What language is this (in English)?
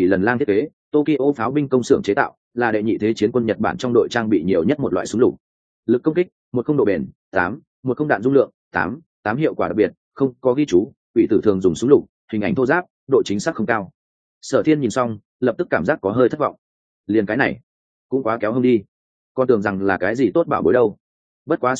Vietnamese